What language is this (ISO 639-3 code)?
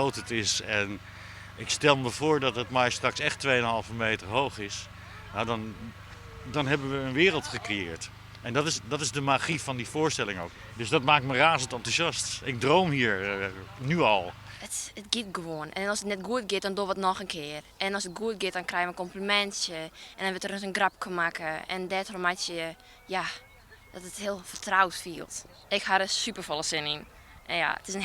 fry